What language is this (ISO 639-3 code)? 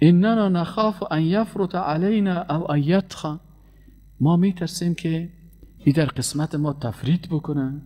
fas